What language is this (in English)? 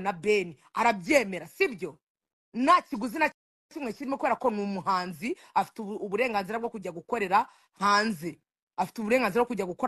Kinyarwanda